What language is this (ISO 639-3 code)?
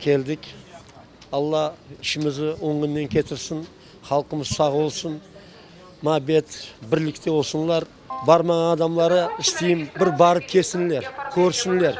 crh